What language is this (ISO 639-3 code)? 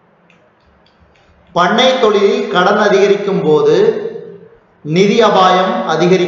tam